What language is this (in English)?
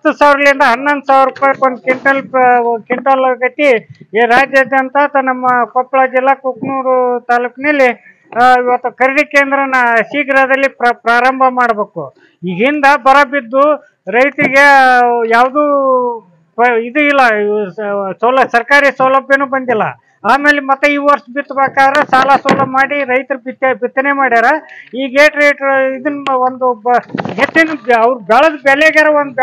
Kannada